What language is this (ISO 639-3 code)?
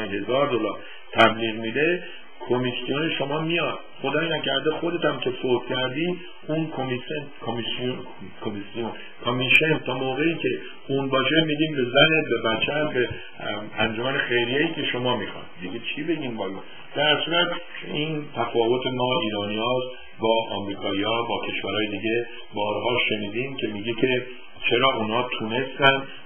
fas